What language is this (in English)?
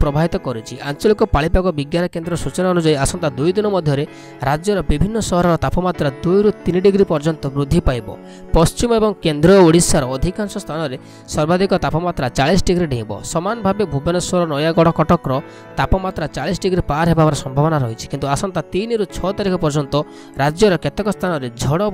Odia